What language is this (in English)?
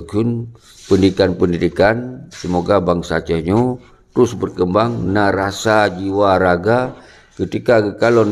Achinese